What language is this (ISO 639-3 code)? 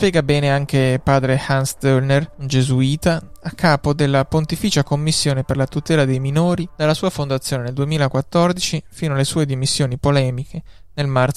ita